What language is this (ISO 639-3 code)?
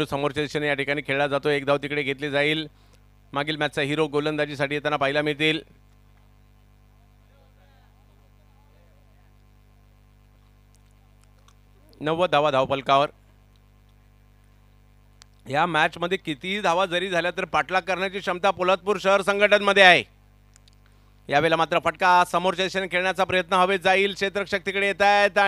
mar